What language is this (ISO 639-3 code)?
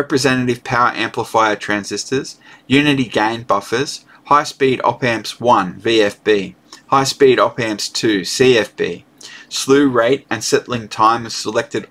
eng